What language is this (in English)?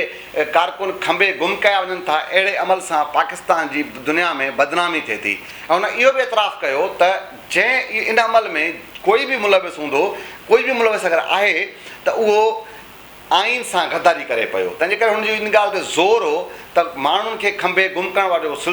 Sindhi